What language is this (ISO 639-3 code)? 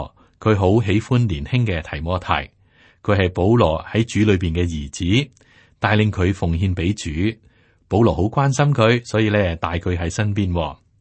yue